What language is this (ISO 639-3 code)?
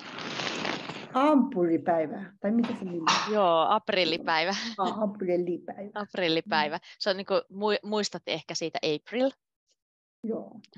fin